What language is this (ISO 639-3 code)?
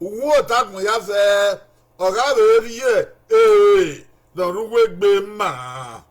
bin